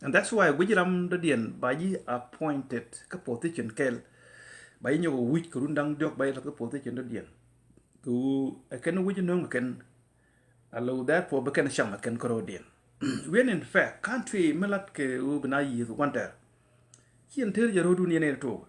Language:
Nuer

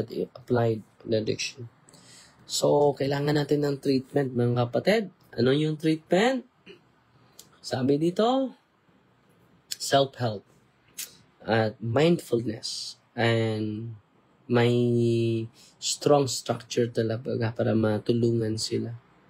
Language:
Filipino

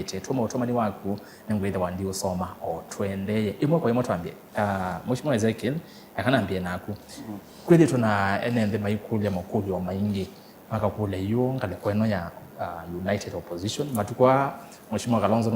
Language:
Kamba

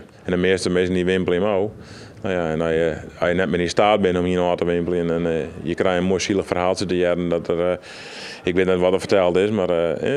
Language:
Western Frisian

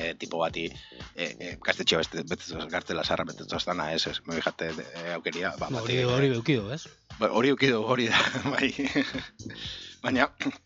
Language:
Basque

